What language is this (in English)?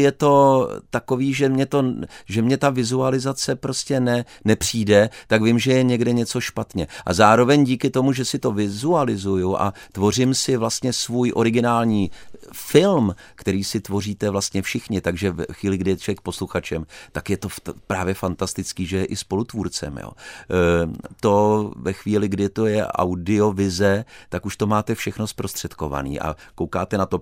Czech